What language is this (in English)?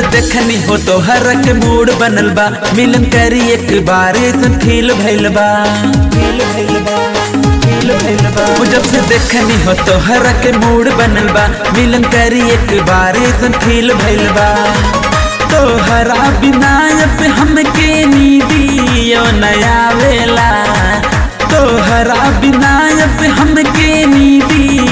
Bhojpuri